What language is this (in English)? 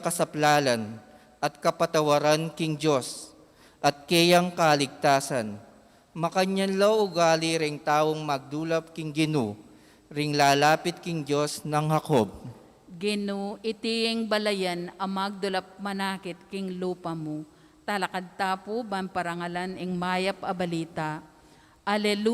Pampanga